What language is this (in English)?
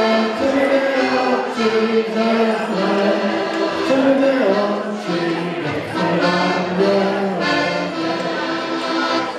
Czech